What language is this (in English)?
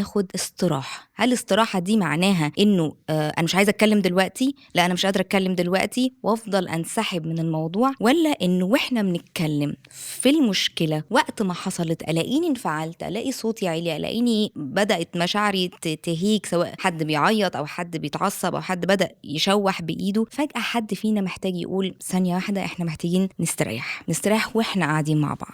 Egyptian Arabic